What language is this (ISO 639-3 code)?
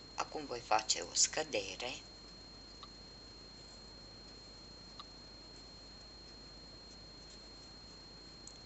ron